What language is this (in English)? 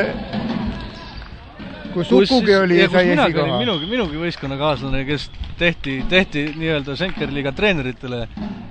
Estonian